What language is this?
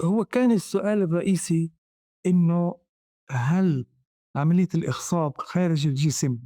North Levantine Arabic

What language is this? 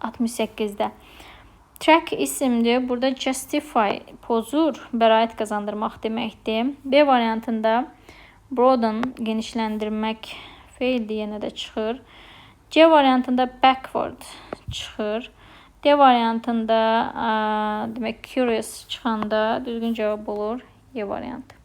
Azerbaijani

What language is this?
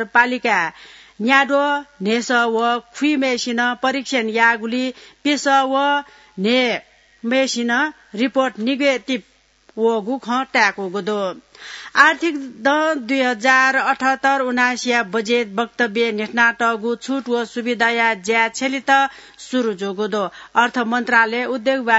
Newari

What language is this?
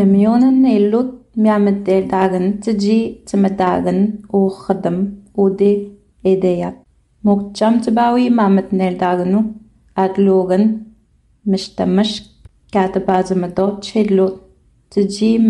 Innu-aimun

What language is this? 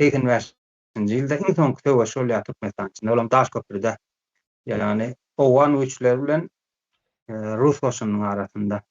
Turkmen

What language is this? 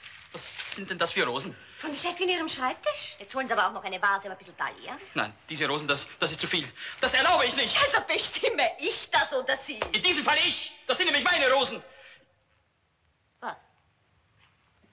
German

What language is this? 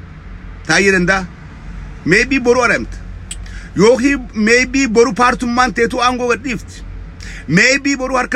Oromo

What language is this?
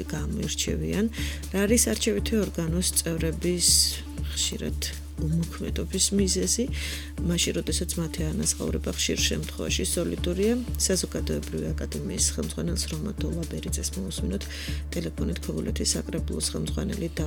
Georgian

